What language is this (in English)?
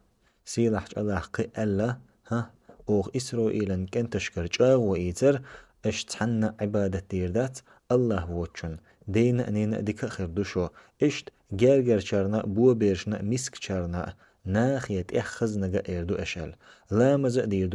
Chechen